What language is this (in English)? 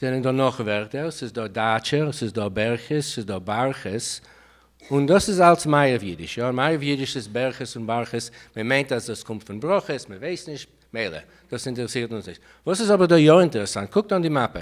Yiddish